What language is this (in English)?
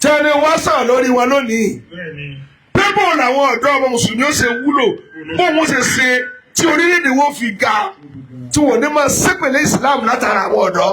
Yoruba